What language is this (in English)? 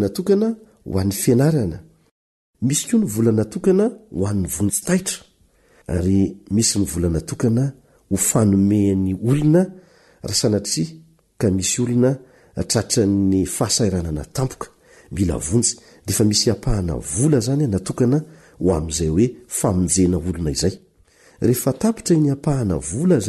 Malagasy